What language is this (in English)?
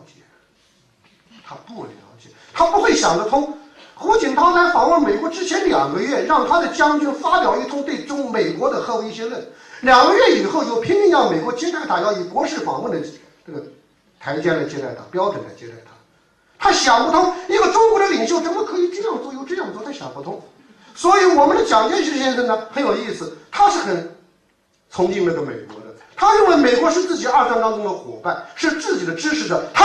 Chinese